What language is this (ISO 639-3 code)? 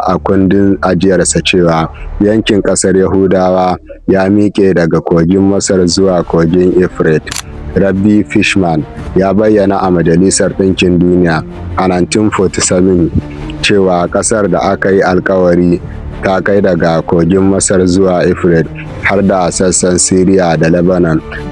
hau